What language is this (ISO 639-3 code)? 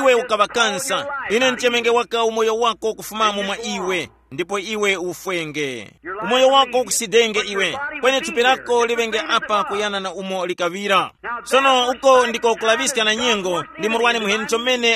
tum